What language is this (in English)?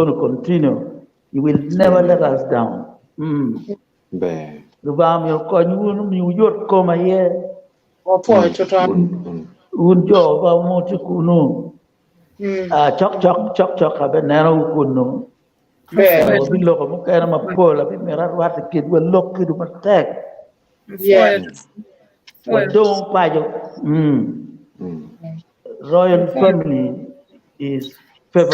Acoli